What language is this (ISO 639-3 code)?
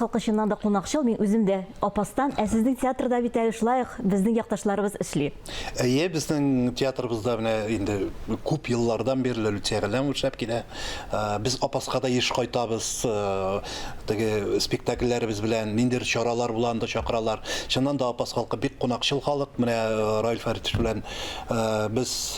tat